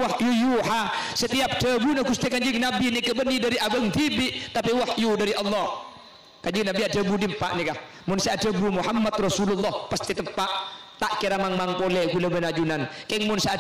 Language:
Madurese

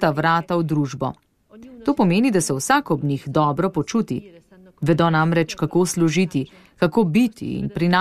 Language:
Slovenian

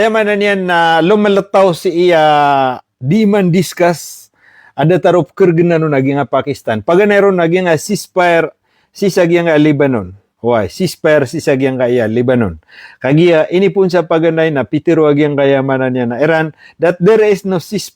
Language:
Maranao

